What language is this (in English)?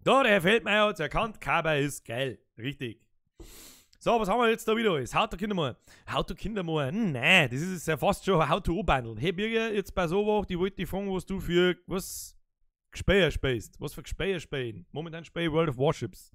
Bavarian